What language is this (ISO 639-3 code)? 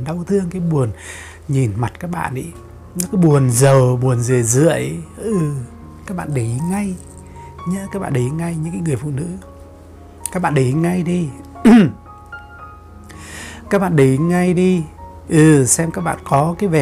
vie